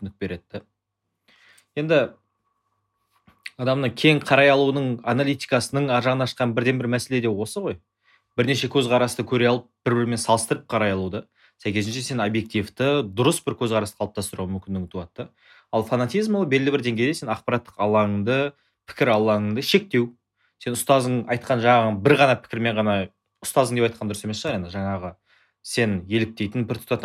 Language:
Kazakh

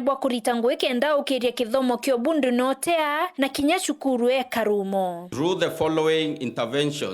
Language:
Meru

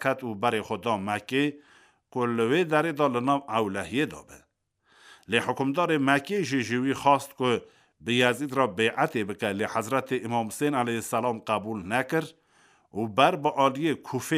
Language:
Kurdish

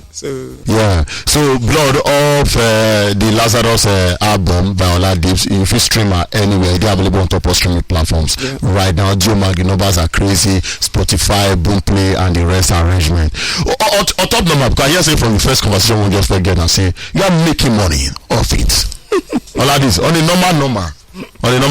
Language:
Nigerian Pidgin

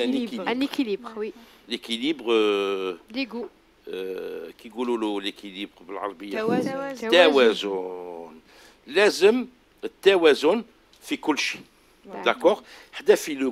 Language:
Algerian Arabic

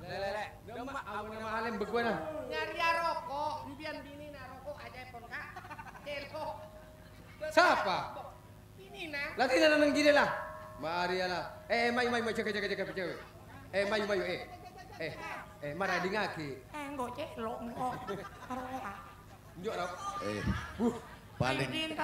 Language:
Madurese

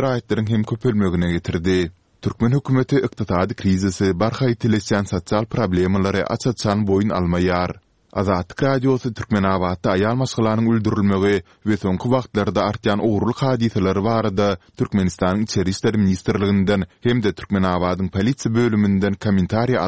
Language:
Turkmen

